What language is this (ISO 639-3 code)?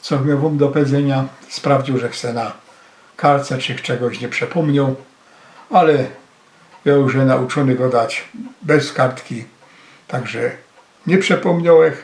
szl